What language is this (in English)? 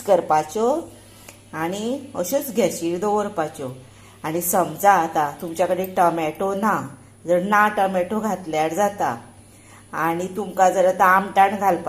Konkani